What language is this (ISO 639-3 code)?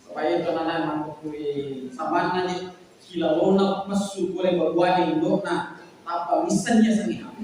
bug